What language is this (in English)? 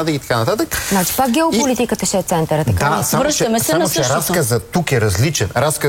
Bulgarian